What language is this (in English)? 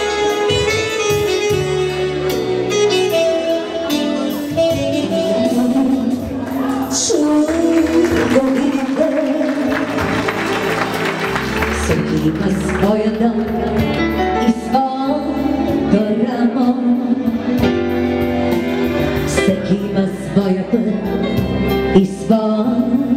Bulgarian